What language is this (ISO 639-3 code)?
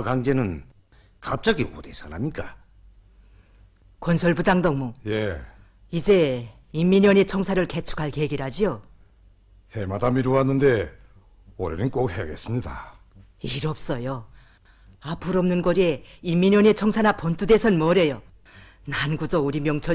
kor